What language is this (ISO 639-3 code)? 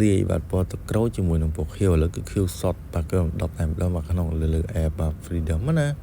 khm